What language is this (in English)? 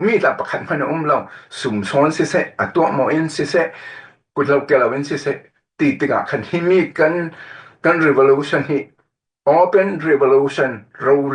Falam Chin